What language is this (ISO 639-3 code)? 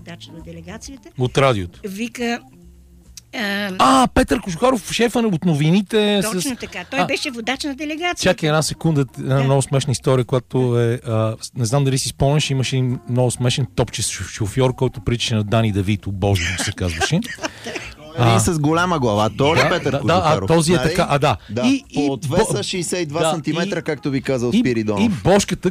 bul